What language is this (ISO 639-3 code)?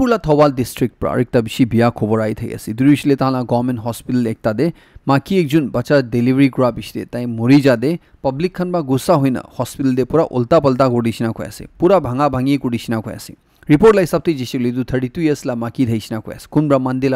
nag